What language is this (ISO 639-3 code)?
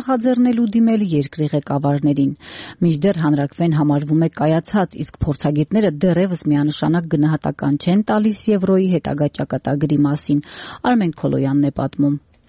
hye